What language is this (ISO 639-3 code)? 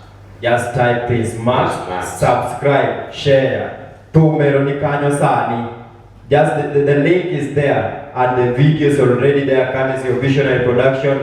luo